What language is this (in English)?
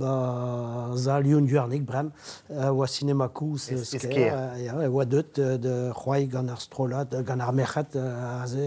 Breton